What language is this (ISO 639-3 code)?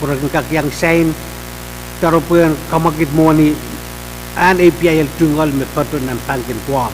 pon